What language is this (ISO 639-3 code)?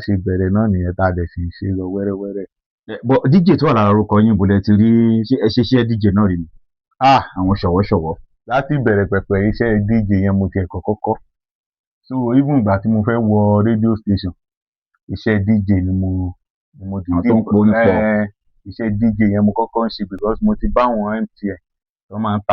yor